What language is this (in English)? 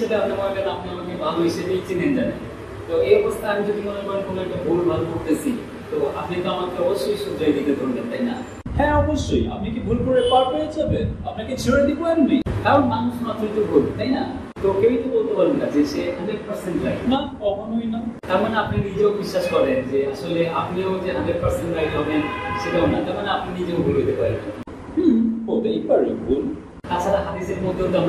Bangla